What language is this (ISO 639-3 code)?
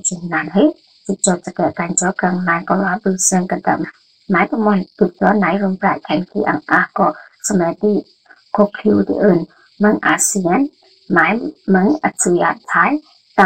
mya